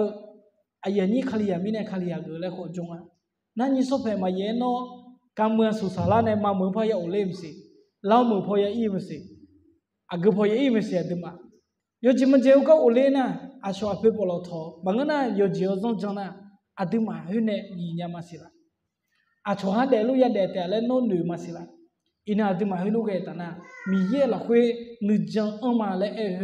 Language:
Akha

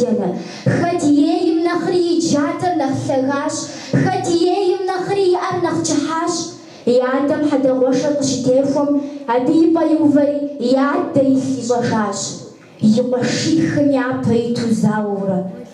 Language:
Kabardian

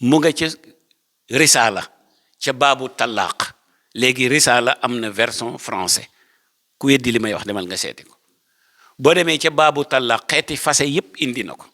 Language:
Wolof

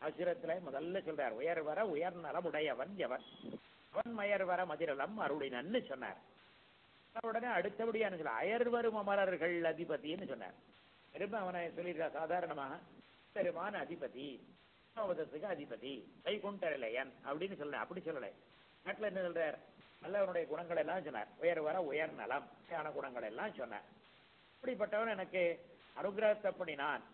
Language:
Tamil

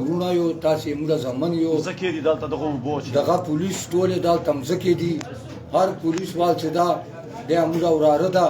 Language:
Pashto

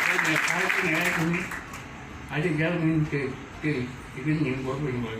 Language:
Dinka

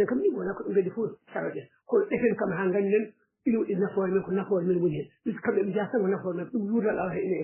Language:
Fula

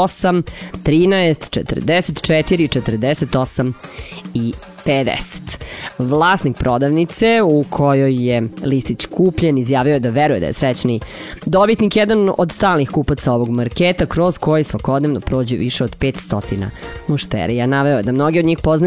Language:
Serbian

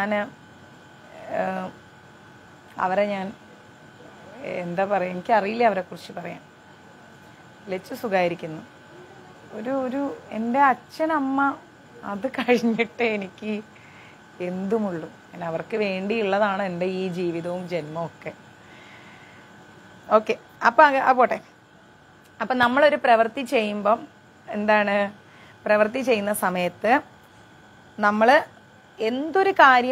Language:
Malayalam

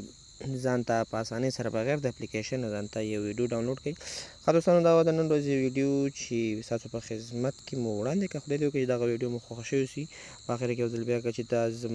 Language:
Pashto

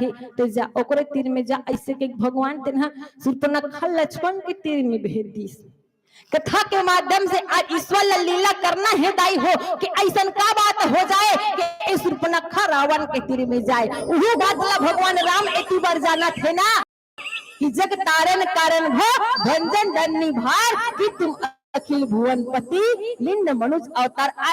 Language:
Chhattisgarhi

